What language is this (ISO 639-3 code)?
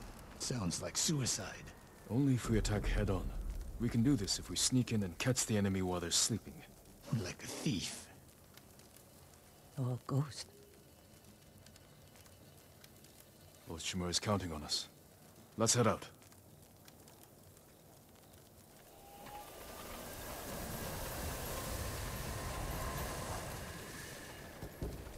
eng